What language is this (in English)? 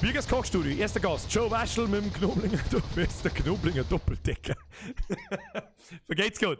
Bavarian